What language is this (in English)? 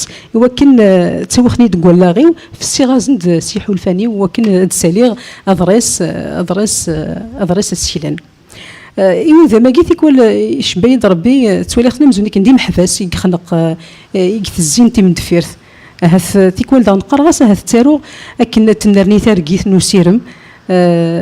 Kabyle